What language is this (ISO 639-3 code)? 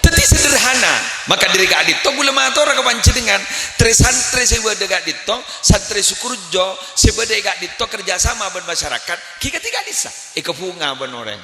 mad